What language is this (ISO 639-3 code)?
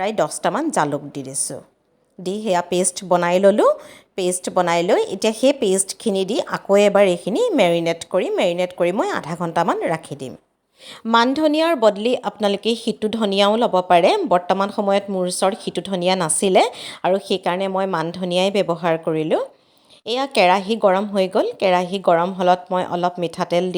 asm